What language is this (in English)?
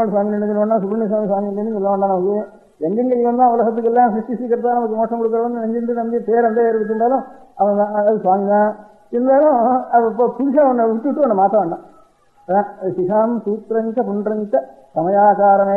Tamil